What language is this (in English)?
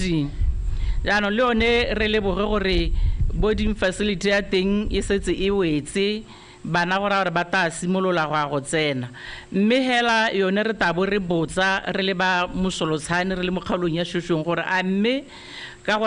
Tswana